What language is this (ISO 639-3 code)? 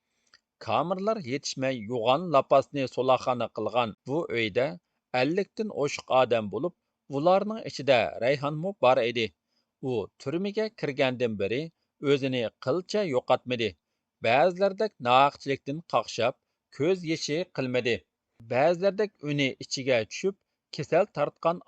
uig